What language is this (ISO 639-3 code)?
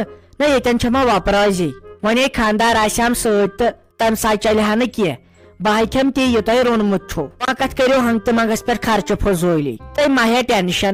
kas